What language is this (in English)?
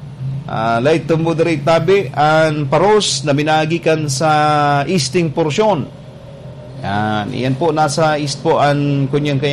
Bikol